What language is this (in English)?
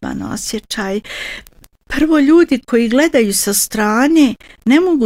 Bosnian